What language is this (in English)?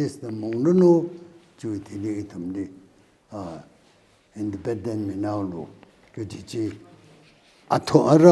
Tangkhul Naga (India)